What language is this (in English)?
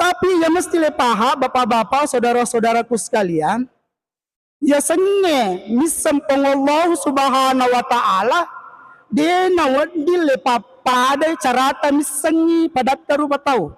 Buginese